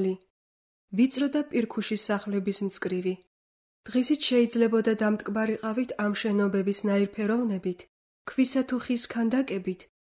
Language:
Georgian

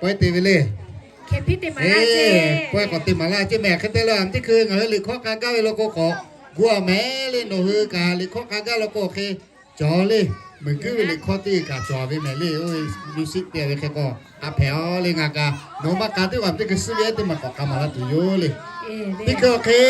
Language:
Lahu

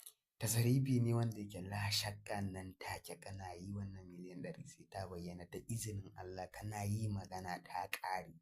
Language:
Hausa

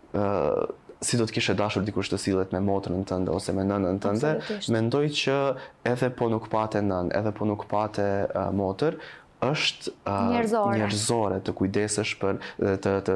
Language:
Albanian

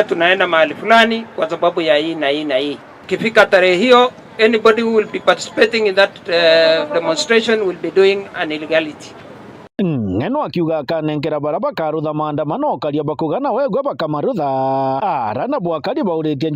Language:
Meru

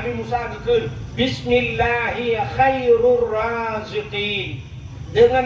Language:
Achinese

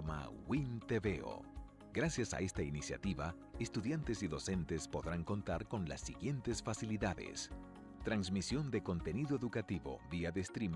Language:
Spanish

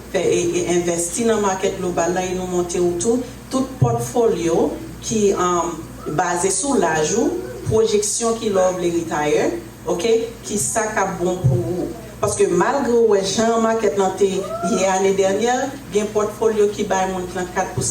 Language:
Haitian Creole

